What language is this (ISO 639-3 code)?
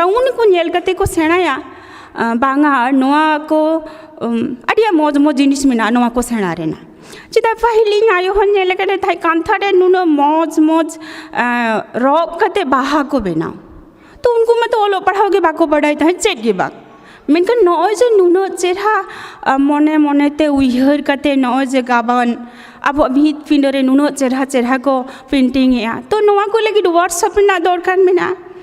sat